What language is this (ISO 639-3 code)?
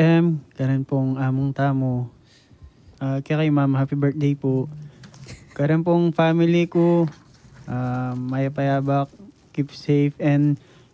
pam